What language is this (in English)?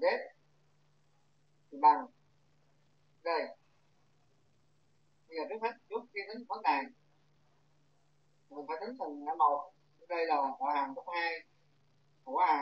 Vietnamese